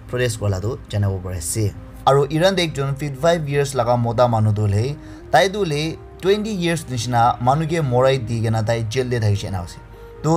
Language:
Naga Pidgin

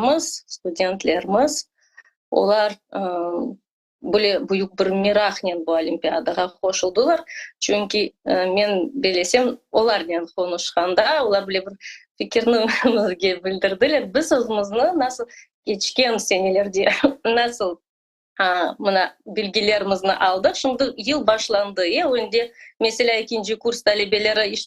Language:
Crimean Tatar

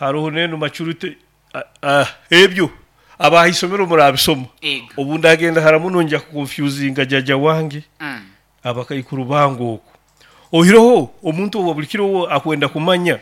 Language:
Nyoro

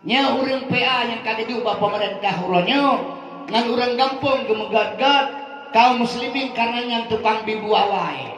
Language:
Achinese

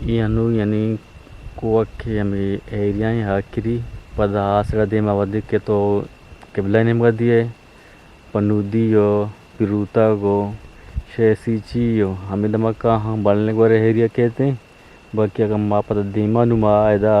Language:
Eastern Balochi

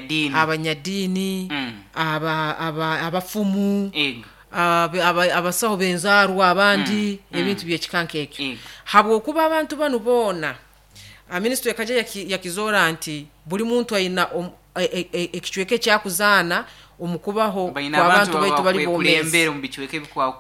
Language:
Nyoro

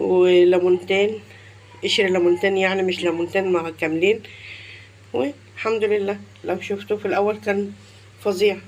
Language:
Egyptian Arabic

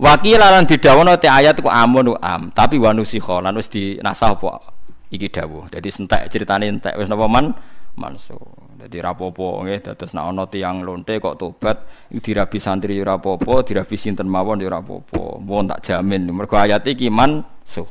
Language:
Javanese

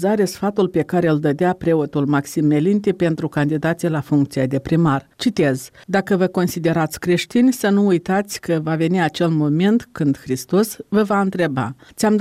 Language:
Romanian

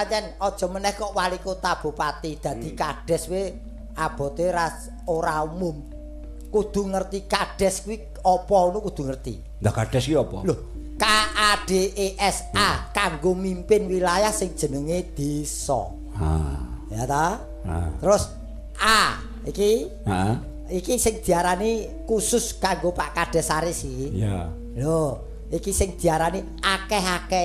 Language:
Javanese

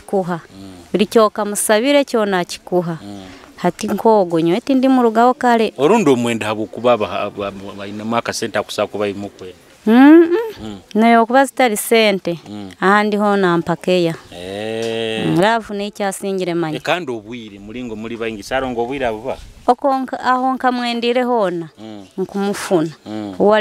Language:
Nyoro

